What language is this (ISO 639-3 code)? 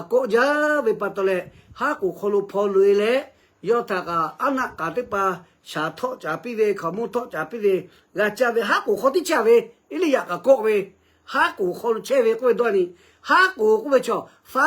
lhu